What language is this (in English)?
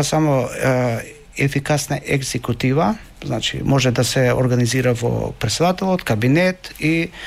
Macedonian